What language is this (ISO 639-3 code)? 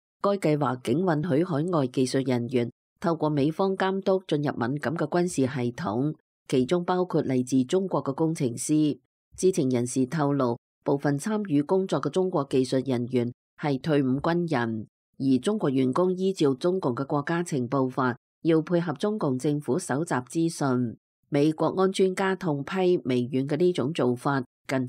yue